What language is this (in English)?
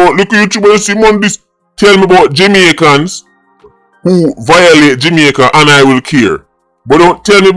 Jamaican Creole English